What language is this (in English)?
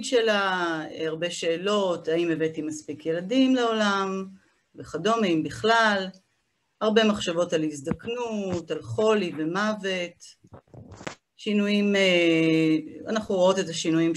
Hebrew